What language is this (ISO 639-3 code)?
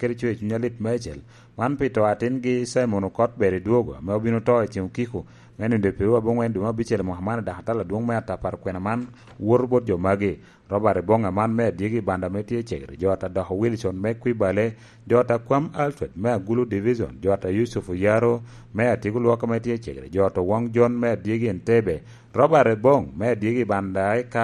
laj